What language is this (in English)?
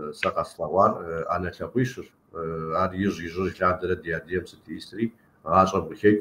Kabardian